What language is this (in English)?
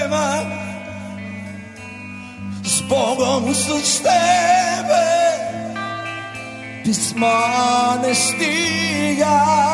Bulgarian